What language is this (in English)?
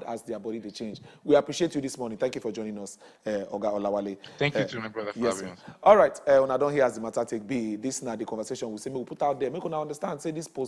Nigerian Pidgin